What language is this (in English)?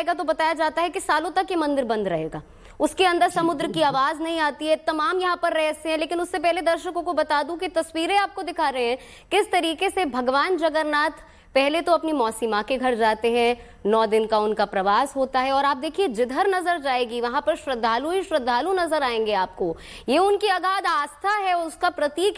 Hindi